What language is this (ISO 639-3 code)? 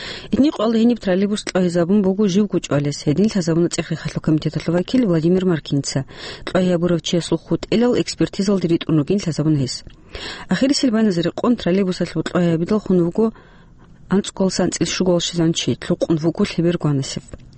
ava